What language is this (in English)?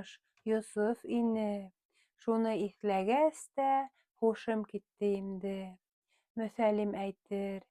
Bashkir